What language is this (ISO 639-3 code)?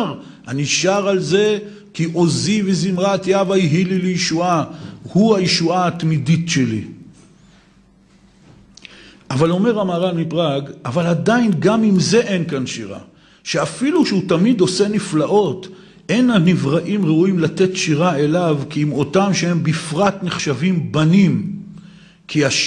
heb